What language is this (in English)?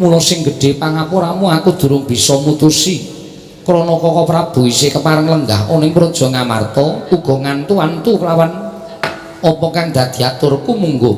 Javanese